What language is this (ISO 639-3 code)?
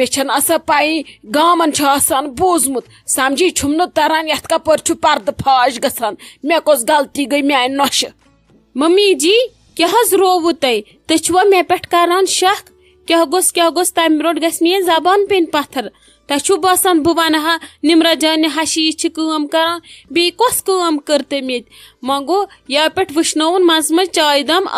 kas